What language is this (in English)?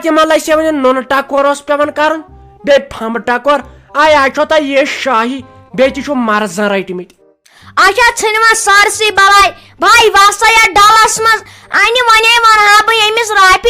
Kashmiri